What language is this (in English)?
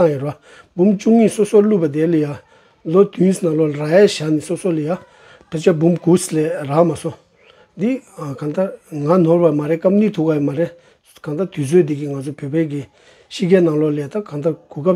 Tibetan